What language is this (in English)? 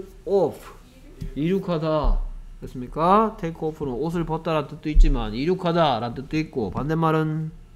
Korean